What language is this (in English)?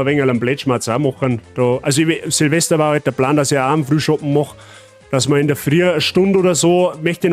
Bavarian